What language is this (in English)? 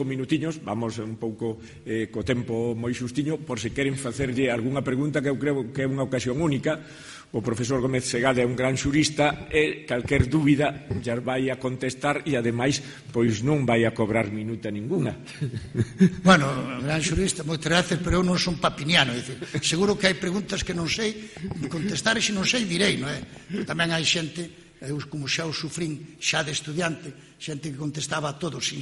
Galician